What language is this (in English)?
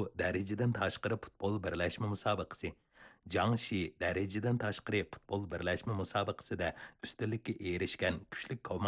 Uyghur